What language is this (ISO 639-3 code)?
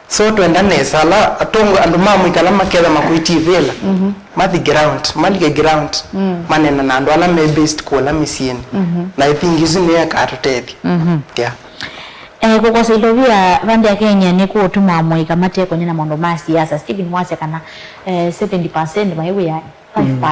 kam